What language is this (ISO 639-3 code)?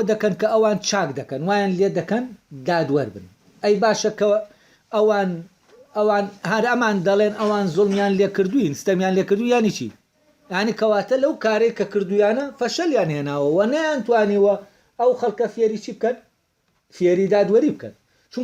ckb